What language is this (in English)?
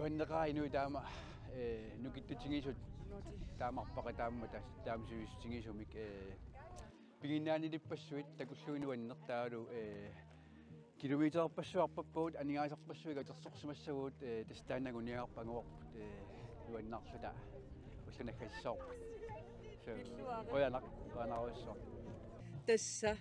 Kalaallisut